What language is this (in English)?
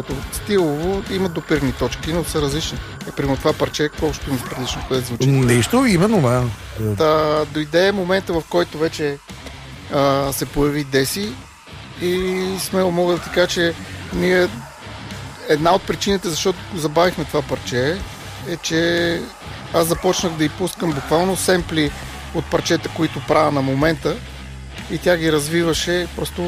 Bulgarian